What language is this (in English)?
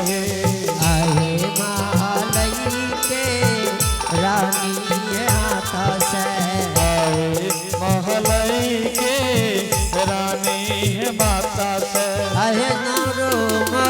Angika